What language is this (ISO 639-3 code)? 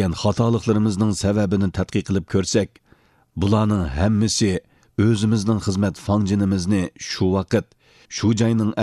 uig